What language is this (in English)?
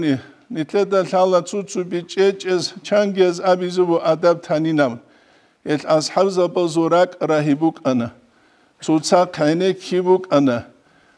Avaric